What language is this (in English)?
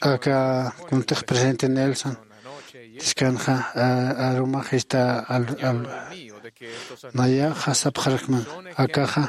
Aymara